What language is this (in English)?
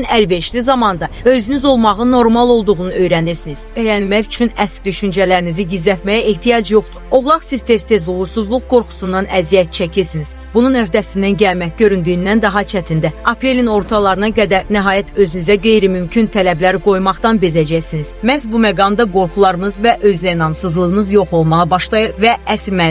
Azerbaijani